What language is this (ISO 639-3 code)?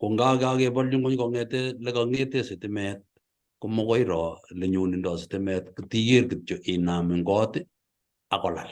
kln